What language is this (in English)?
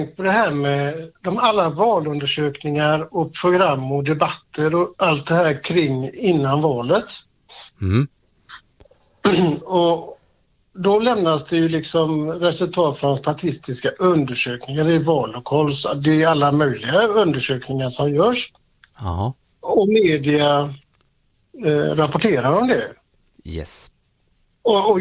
Swedish